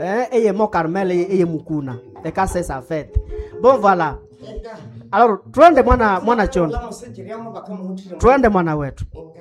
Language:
Nande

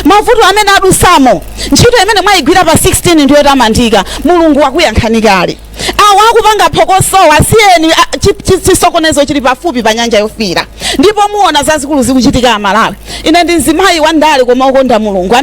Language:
Nyanja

